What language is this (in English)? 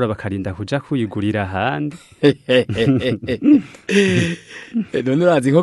Rundi